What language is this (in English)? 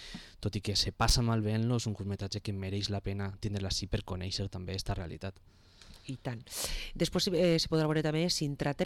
Catalan